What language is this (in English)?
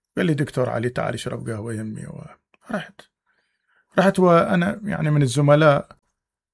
Mesopotamian Arabic